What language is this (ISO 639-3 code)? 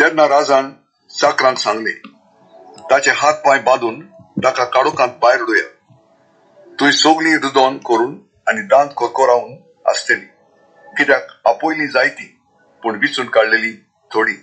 kok